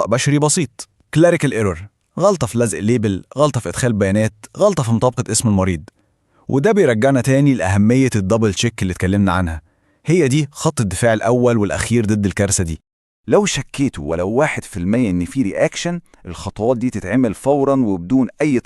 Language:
Egyptian Arabic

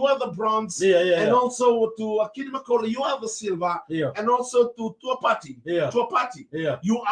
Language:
Fijian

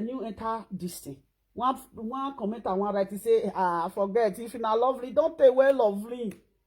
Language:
Nigerian Pidgin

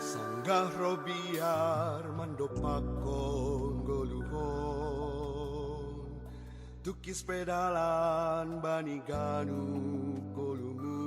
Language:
Batak Simalungun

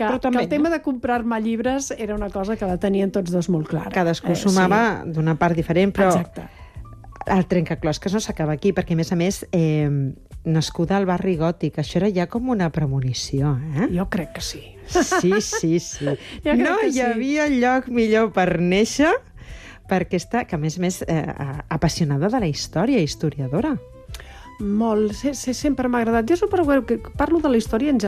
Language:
Catalan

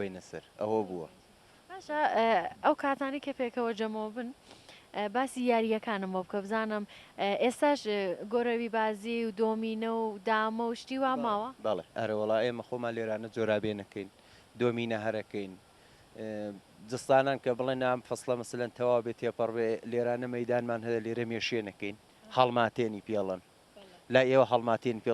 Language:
Central Kurdish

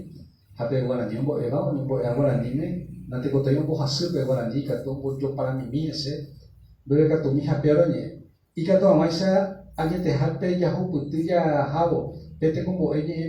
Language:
Guarani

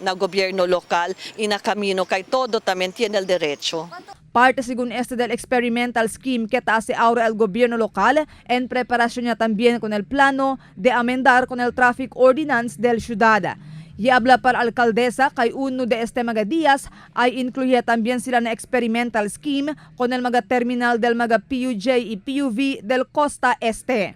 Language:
Chavacano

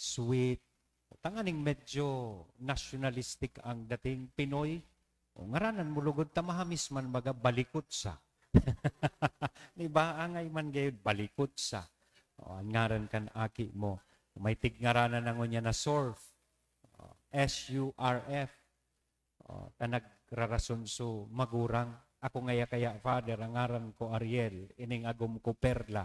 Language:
Bikol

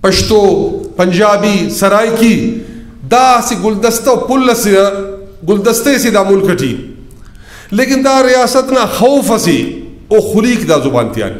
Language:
Brahui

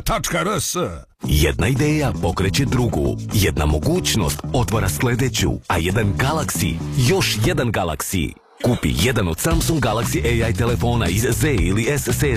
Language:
Croatian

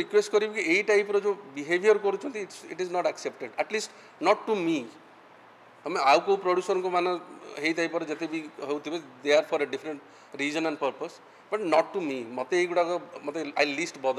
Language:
Odia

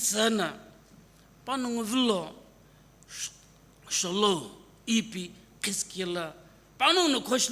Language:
Sumi Naga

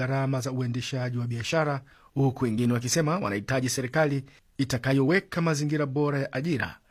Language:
Swahili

